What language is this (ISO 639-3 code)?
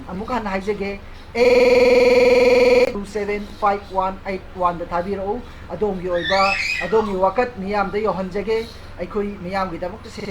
mni